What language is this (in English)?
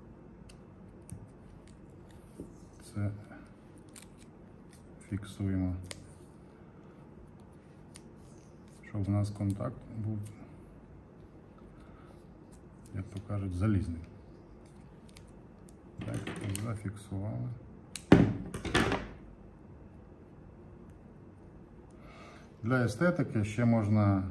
Ukrainian